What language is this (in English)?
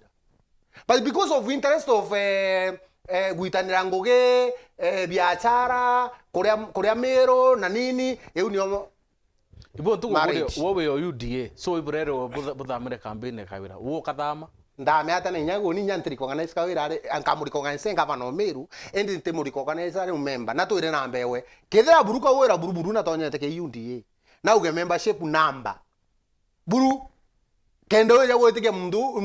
Meru